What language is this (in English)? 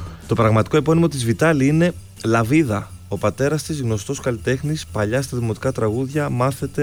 Greek